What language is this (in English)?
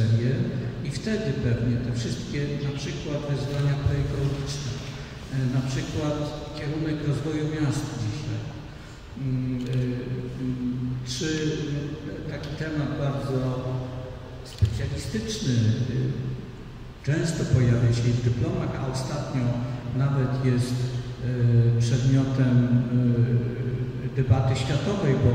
Polish